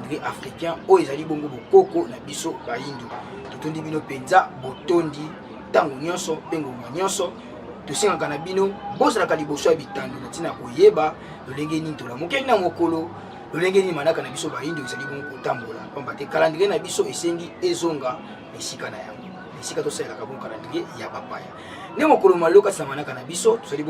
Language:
Lingala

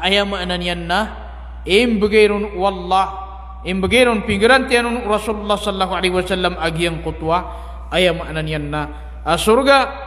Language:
Maranao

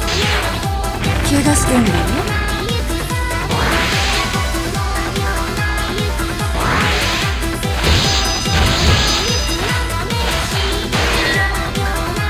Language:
Japanese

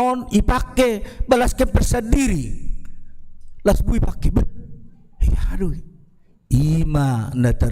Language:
Batak Toba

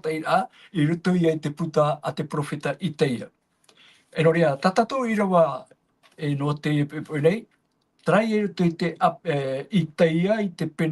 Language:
Tahitian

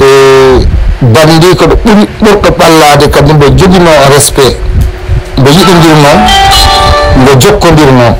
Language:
Fula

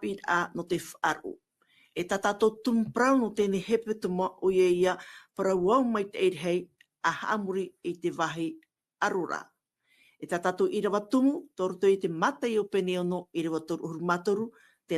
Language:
Tahitian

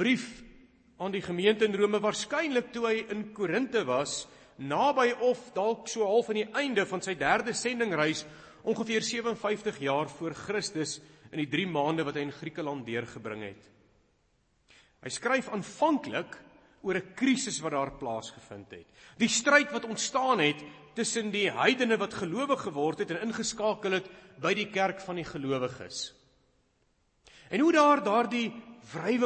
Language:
Afrikaans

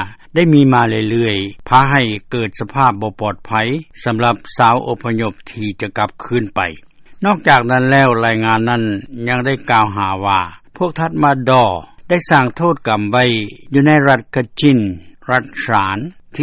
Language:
Lao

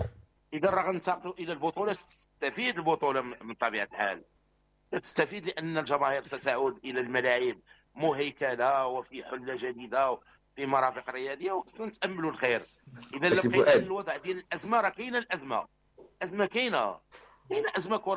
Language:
Moroccan Arabic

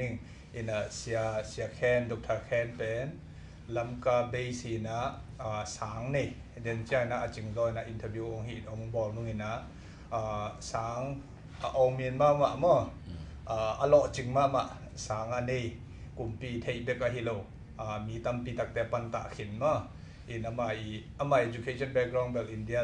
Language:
Tedim Chin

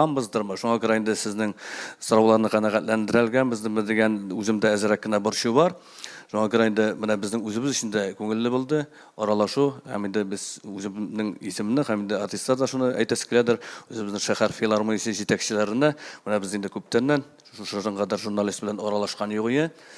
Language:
Tatar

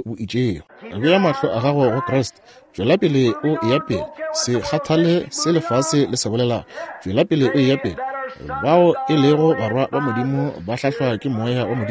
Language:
Northern Sotho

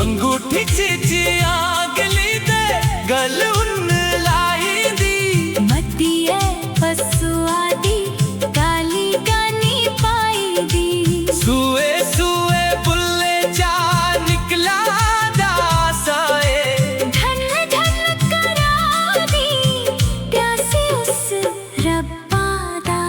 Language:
Dogri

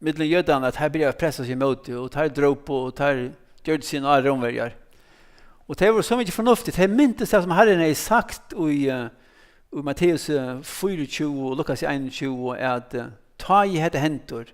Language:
Faroese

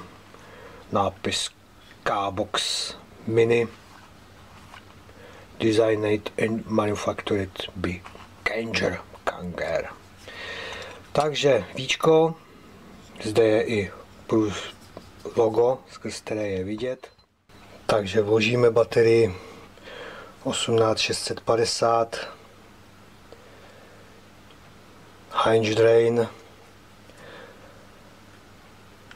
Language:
Czech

